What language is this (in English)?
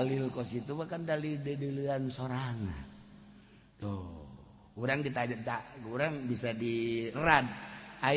Sundanese